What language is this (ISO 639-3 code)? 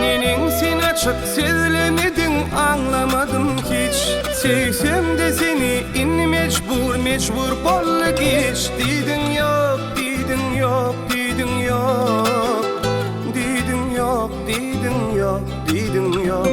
tuk